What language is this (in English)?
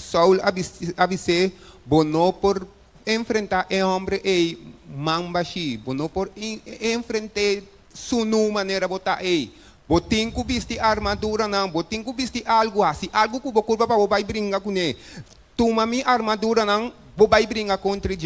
Papiamento